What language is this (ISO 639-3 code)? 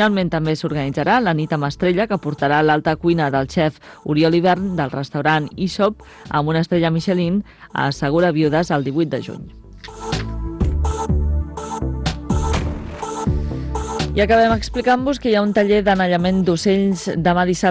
cat